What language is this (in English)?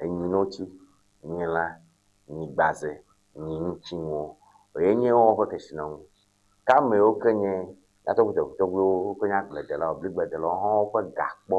Ewe